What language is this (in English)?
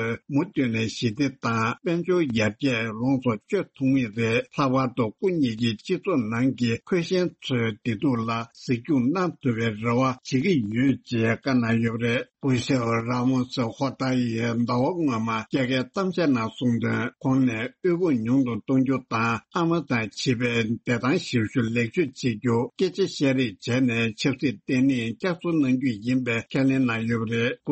Tibetan